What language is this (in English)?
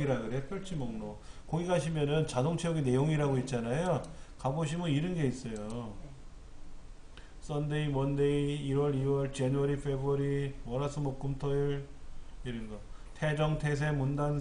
Korean